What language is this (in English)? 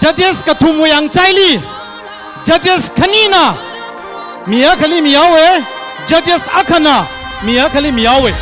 Tangkhul Naga (India)